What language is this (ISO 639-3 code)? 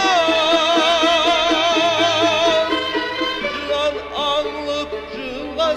kaa